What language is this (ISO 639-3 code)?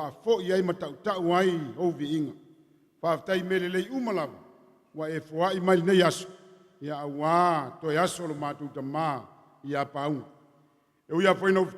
smo